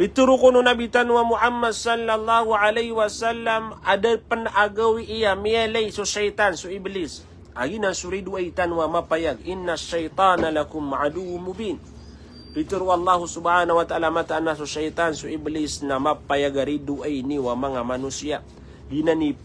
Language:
Maranao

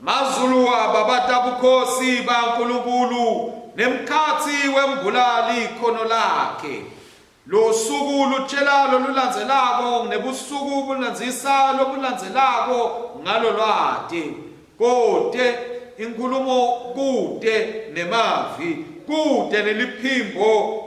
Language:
Swati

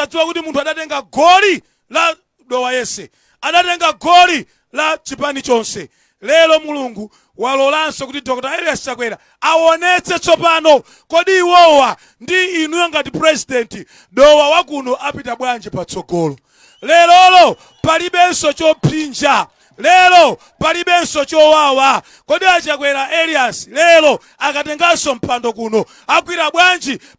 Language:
Nyanja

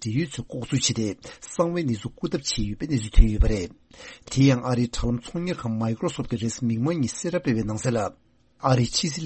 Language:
Tibetan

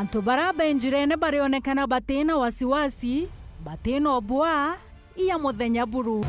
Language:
Meru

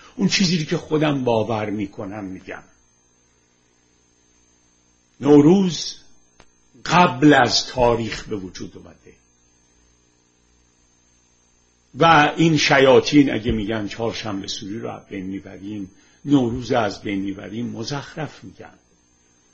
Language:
Persian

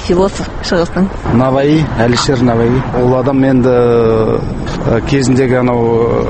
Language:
Kazakh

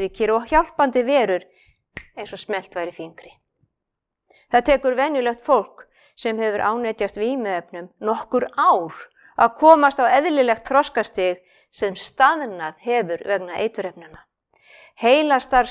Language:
Icelandic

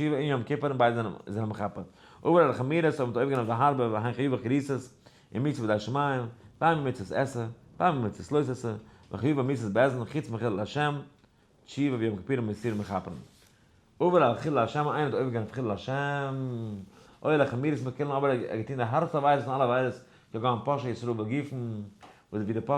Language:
Yiddish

